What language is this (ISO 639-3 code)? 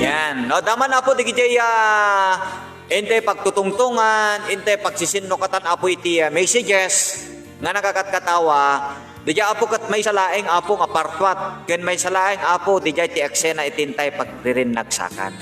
ilo